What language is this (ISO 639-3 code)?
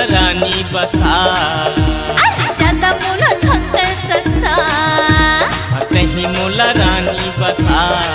hne